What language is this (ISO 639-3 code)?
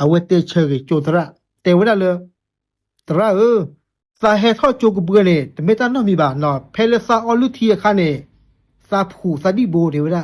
ksw